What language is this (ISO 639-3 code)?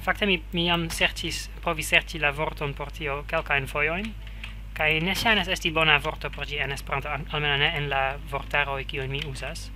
epo